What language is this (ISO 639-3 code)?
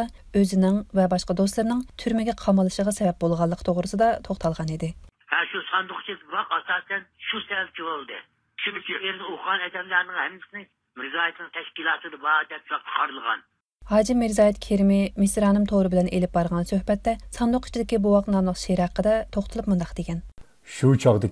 uig